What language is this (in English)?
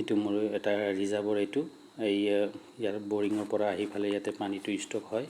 Assamese